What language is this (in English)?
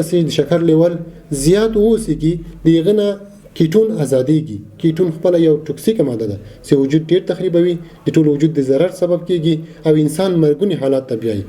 Pashto